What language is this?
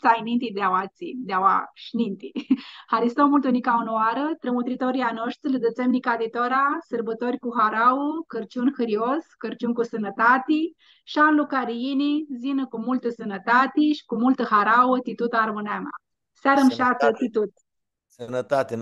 Aromanian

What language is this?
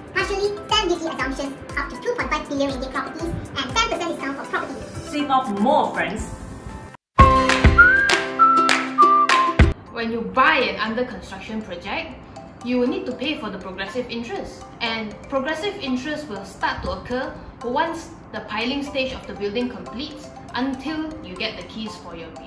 English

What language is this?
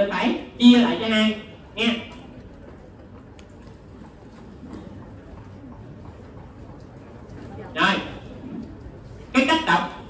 Vietnamese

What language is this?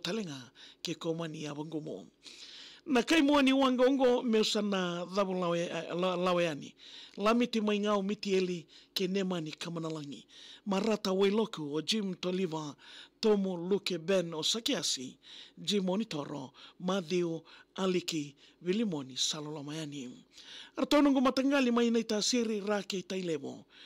Fijian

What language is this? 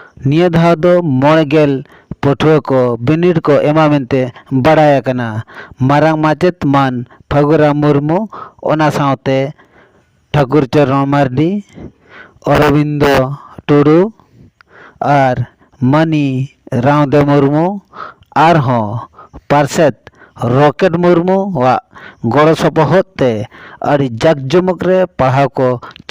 Santali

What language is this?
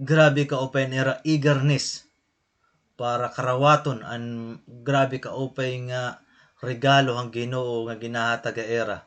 Waray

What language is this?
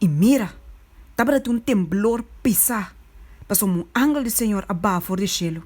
Papiamento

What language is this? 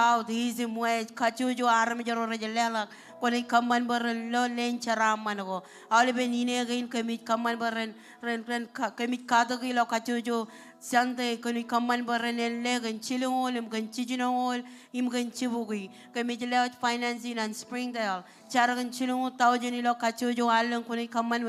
Marshallese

